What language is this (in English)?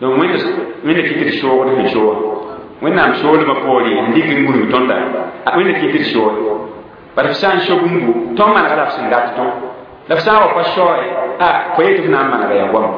Mossi